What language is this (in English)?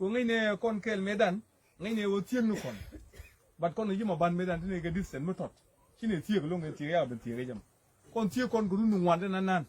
Nuer